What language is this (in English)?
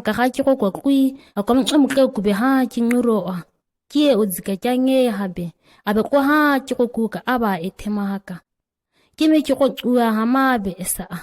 ǁGana